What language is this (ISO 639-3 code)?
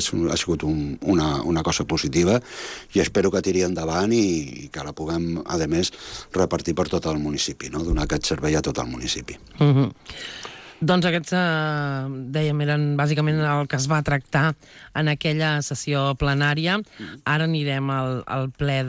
cat